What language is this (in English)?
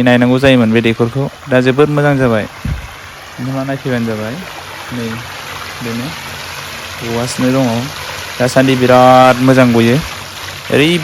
Bodo